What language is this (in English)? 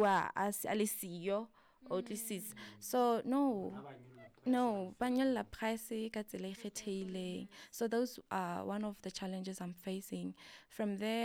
Southern Sotho